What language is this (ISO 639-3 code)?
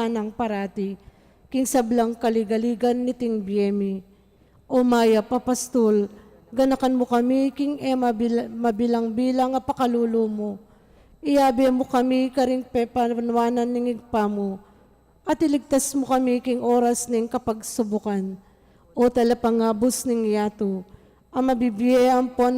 pam